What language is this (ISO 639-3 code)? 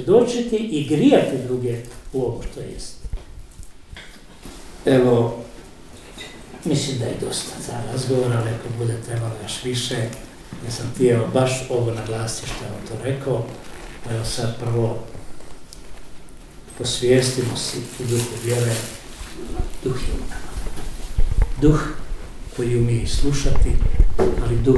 hrv